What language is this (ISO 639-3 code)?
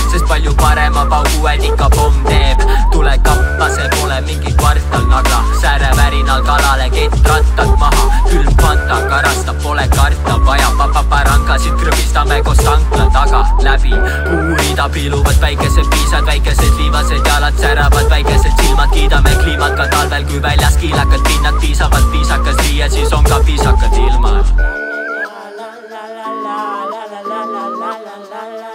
est